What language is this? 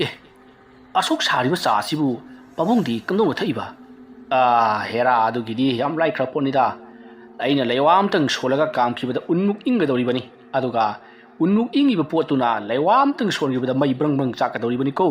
Manipuri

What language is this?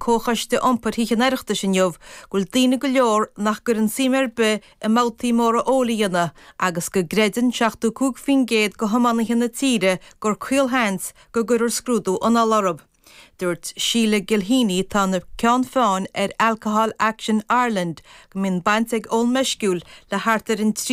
Irish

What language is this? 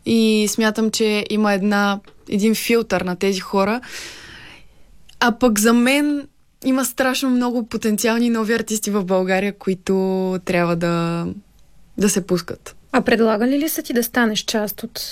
Bulgarian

